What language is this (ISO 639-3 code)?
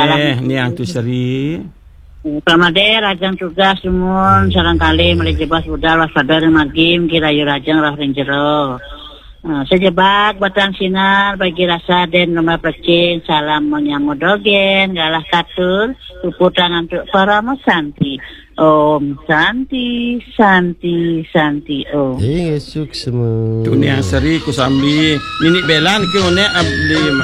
ban